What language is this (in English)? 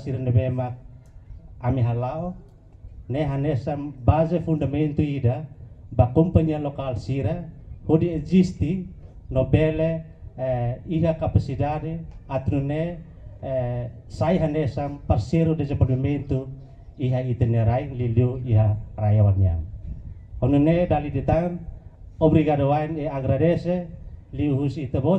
Tetum